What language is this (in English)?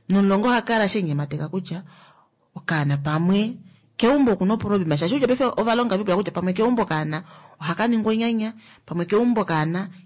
Kuanyama